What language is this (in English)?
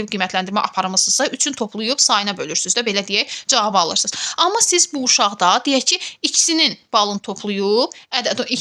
Azerbaijani